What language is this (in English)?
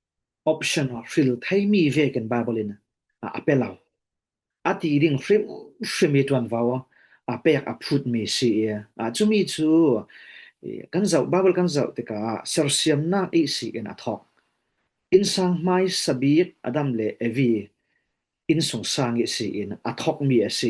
Falam Chin